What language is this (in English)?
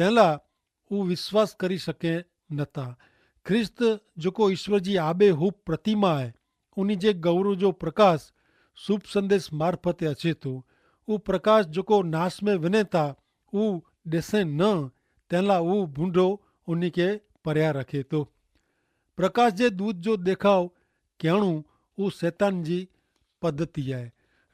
Kachhi